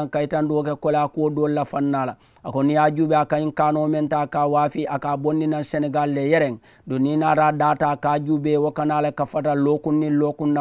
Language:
Mandingo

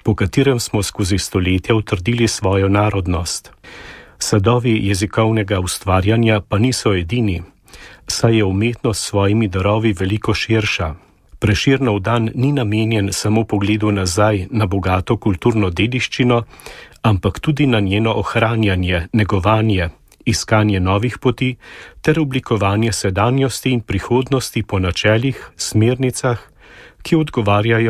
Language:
Slovenian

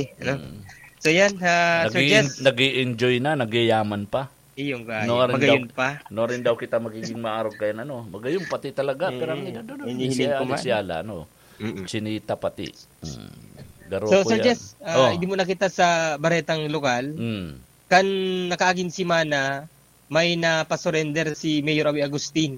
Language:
Bikol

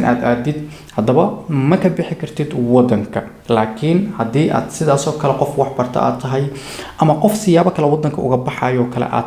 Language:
Somali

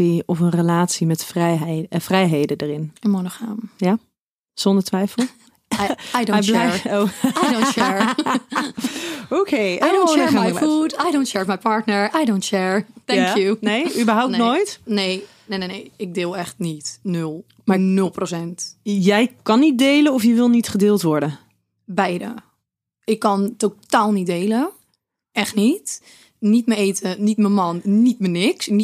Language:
Dutch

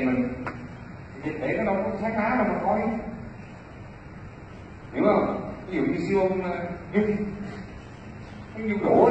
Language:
Vietnamese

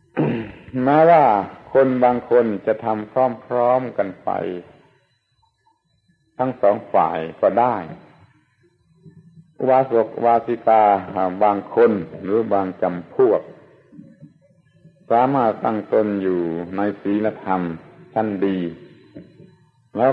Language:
Thai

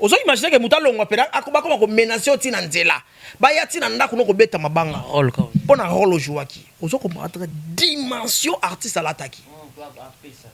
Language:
Lingala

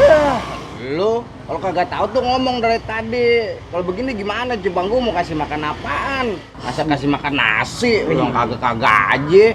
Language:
Betawi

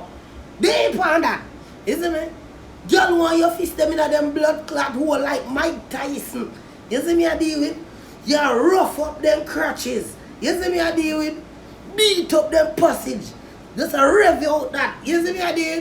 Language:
Jamaican Creole English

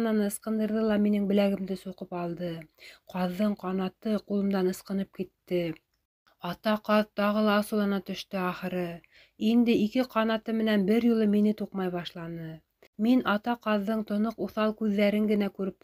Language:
Bashkir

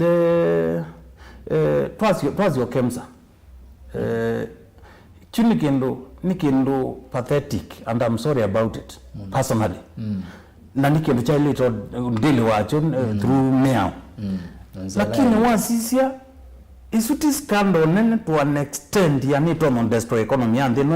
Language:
Kamba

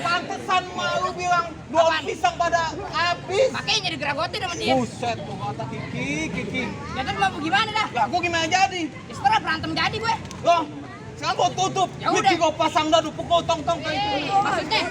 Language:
Betawi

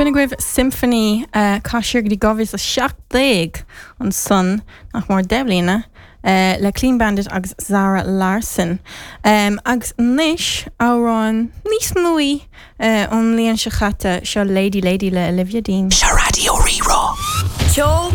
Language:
Irish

